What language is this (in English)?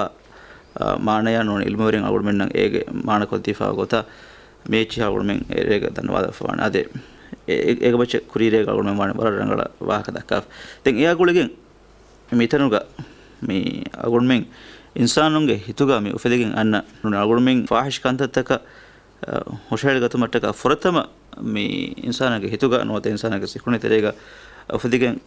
Divehi